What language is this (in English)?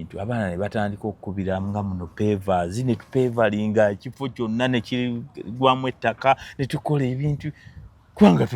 Ganda